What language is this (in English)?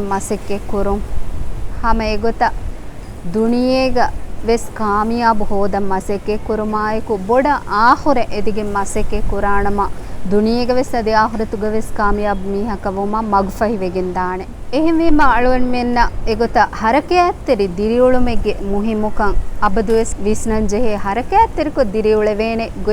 Divehi